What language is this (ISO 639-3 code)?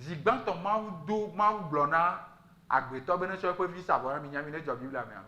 ewe